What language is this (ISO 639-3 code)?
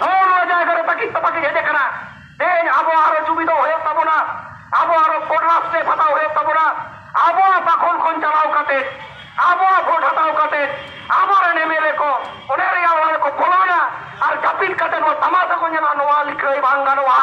sat